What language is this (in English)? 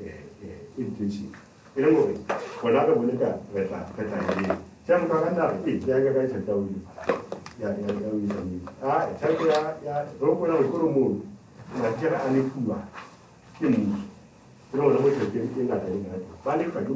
Southern Sotho